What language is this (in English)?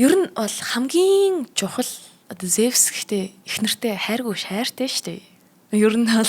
Mongolian